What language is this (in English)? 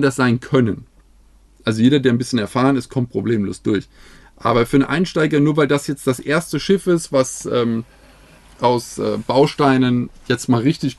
German